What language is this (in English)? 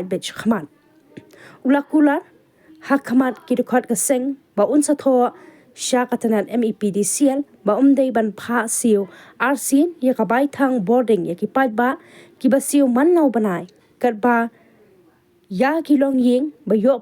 Khasi